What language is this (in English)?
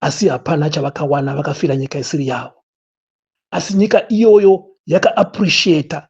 Shona